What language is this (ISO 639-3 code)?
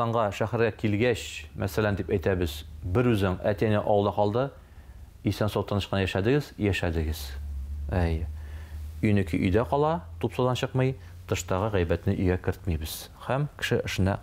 tat